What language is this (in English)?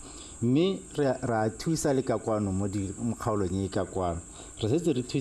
Tswana